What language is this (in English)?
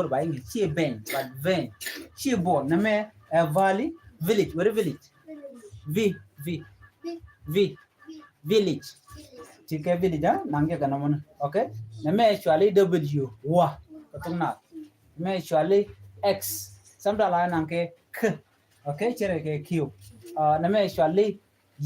Nuer